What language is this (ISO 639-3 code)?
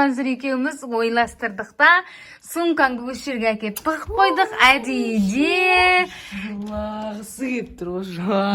kaz